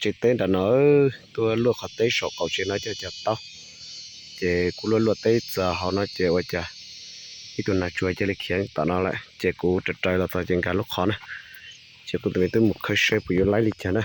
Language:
Hmong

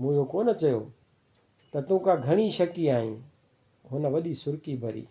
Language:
Sindhi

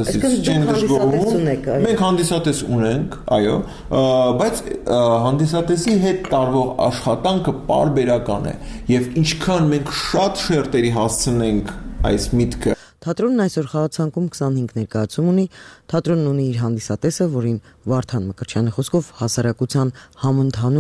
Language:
Armenian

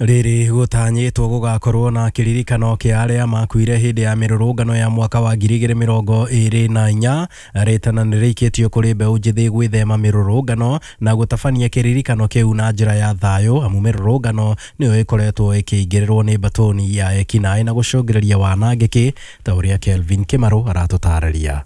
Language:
Kikuyu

